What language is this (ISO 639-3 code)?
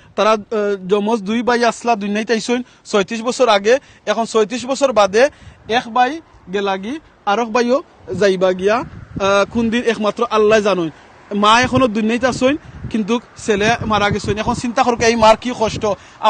syl